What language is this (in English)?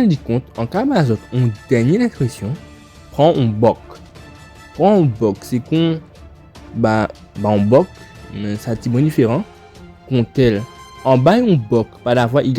Guadeloupean Creole French